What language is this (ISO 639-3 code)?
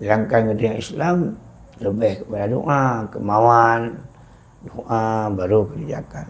ace